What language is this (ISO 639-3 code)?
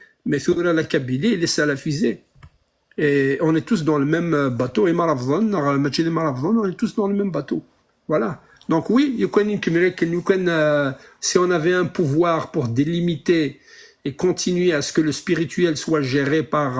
kab